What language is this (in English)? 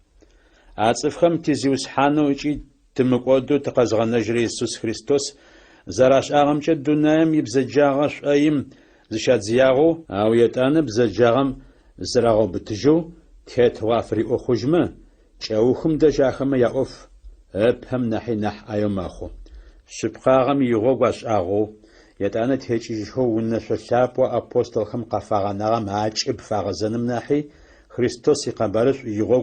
Adyghe